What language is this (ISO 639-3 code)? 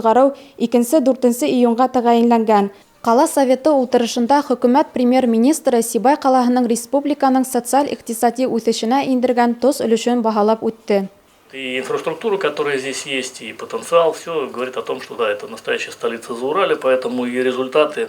bak